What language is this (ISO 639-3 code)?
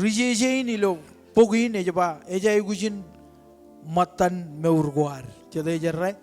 mah